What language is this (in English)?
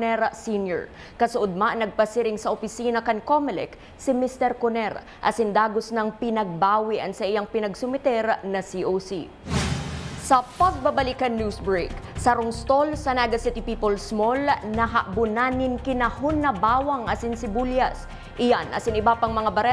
Bikol